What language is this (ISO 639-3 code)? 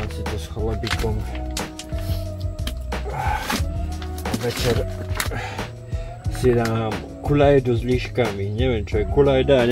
slk